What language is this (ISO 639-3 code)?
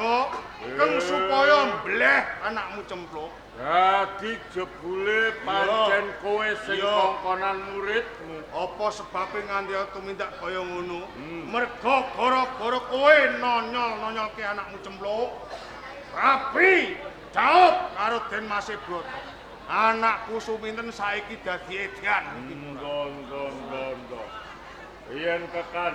jav